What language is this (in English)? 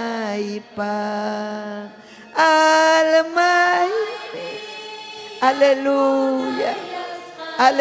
Ayacucho Quechua